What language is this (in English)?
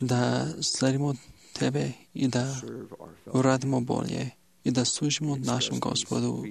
Serbian